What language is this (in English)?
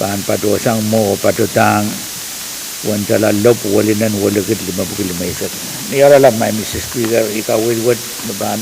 Pohnpeian